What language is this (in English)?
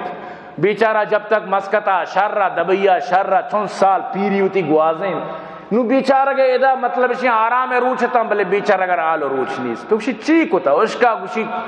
Baluchi